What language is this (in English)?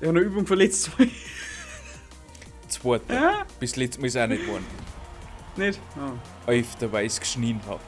Bavarian